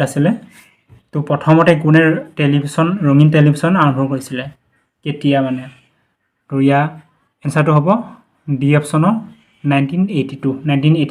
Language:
Assamese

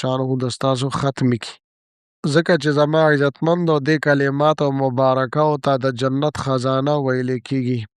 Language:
Pashto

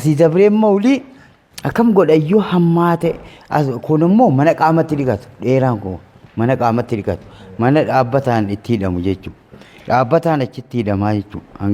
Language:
Oromo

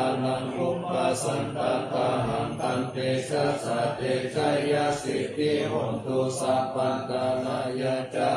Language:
Pali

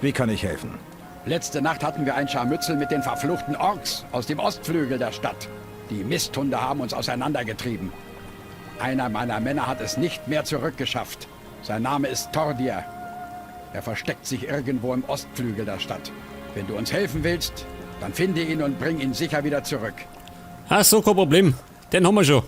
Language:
Bavarian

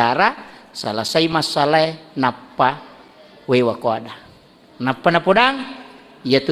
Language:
Buginese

